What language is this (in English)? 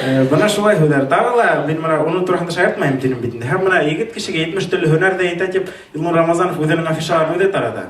Bashkir